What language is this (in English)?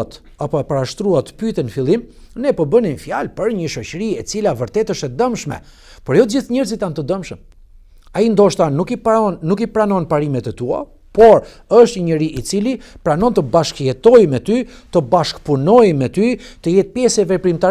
Albanian